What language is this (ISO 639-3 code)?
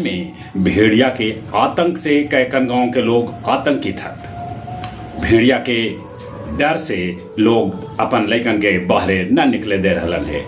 mag